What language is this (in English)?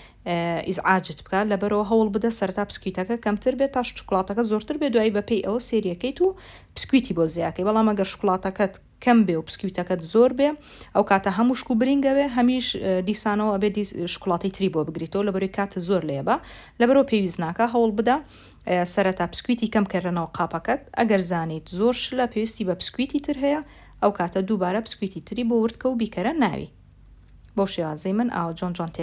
Central Kurdish